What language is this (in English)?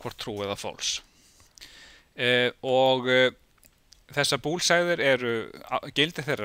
Icelandic